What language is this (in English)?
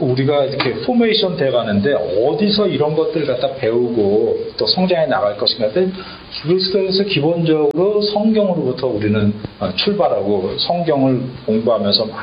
Korean